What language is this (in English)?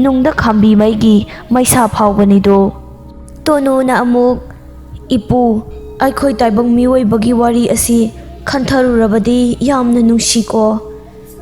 Manipuri